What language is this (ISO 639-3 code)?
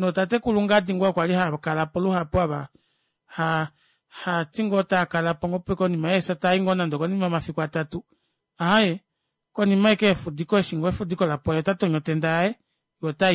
kua